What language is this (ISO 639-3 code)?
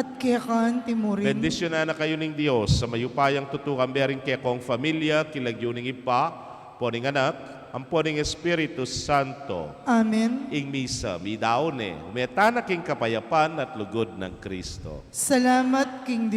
pam